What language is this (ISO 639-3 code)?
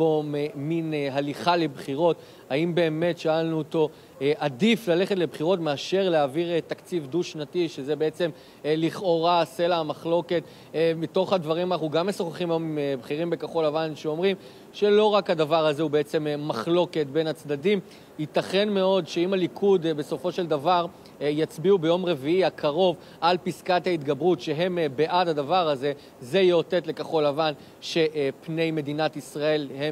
heb